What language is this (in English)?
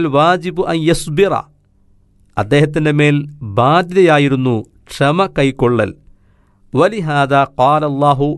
Malayalam